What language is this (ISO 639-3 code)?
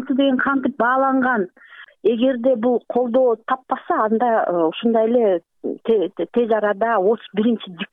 kir